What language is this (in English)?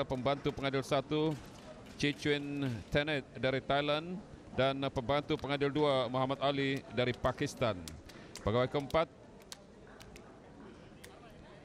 Malay